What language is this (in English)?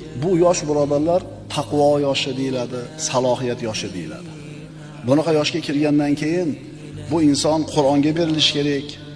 Uzbek